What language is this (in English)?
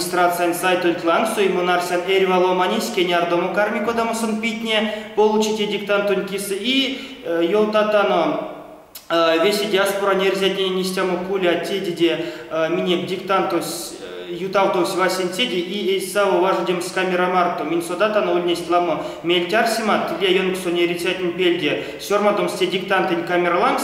Erzya